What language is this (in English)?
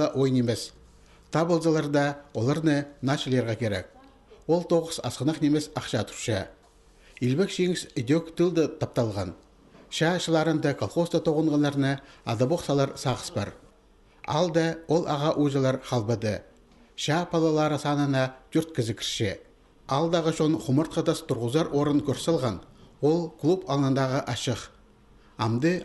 Khakas